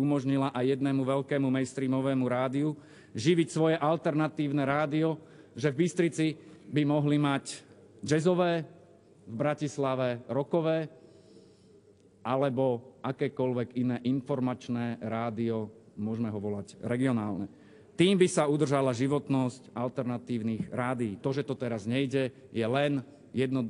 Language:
Slovak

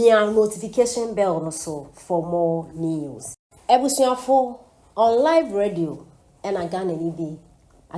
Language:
Akan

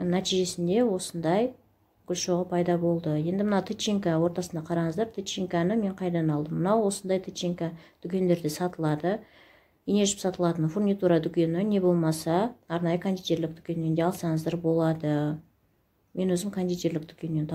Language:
Kazakh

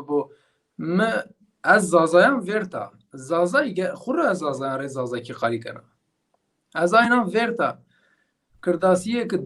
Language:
Zaza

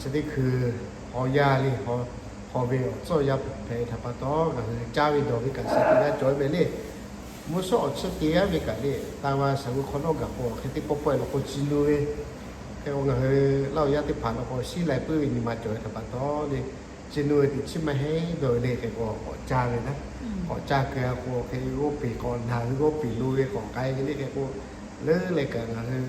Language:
Lahu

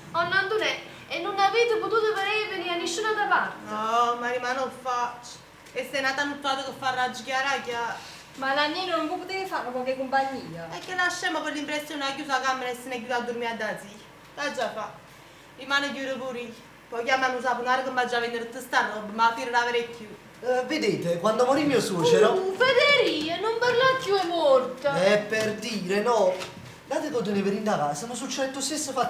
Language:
Neapolitan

